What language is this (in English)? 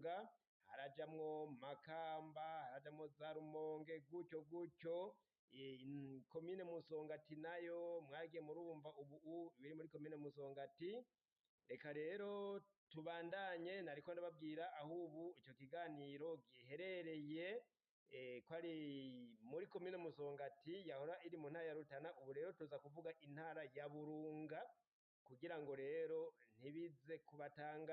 Rundi